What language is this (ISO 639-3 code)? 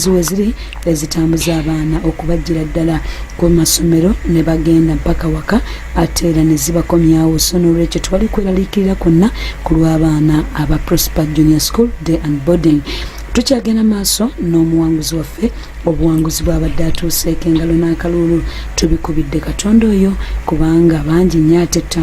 lug